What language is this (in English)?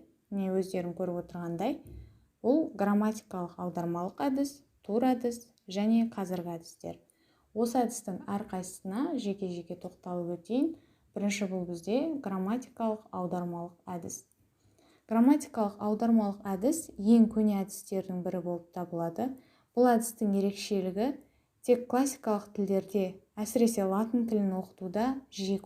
Kazakh